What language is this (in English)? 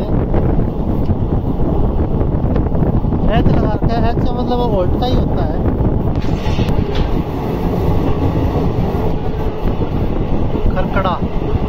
Hindi